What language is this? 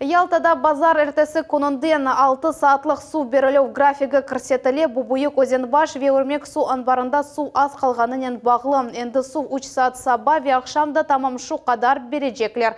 Crimean Tatar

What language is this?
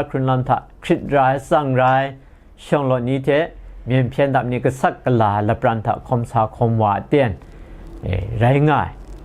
Kachin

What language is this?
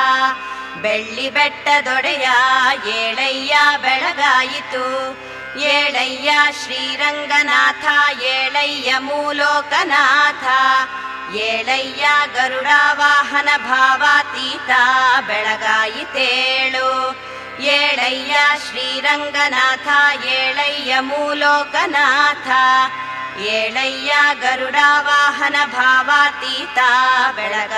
Kannada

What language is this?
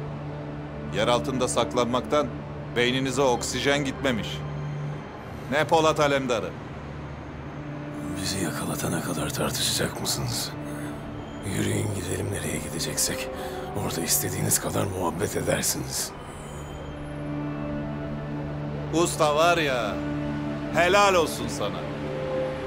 Turkish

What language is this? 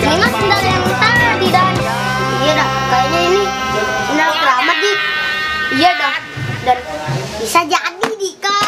Betawi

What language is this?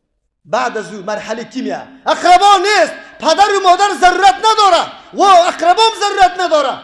Persian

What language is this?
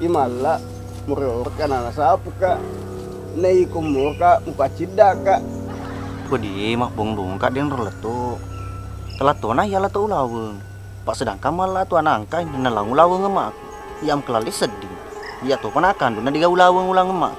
Buginese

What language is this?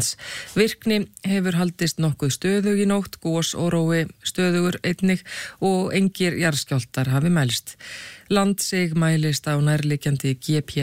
Icelandic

